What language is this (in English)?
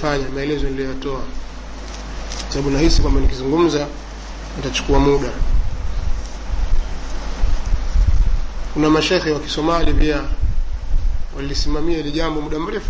Swahili